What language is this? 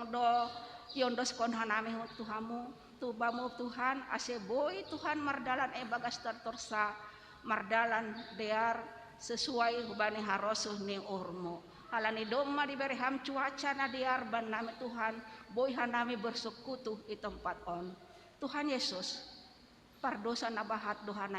Batak Simalungun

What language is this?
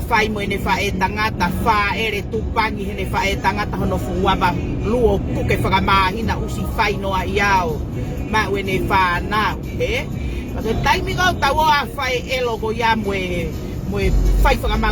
Tongan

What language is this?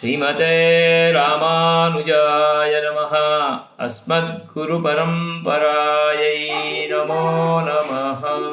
Sanskrit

